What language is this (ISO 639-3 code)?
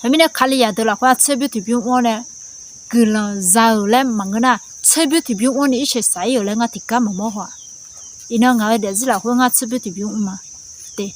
ahk